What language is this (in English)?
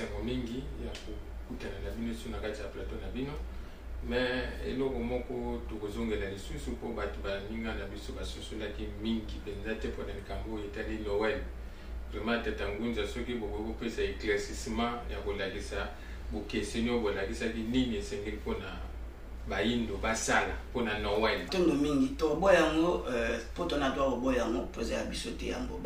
Lingala